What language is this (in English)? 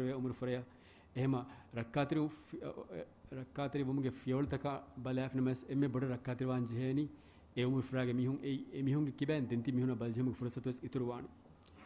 Divehi